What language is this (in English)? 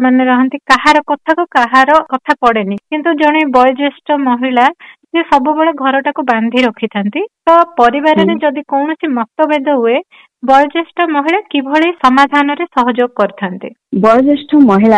Odia